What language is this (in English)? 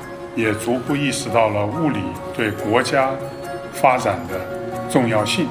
Chinese